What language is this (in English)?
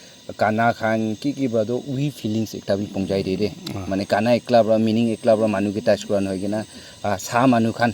Naga Pidgin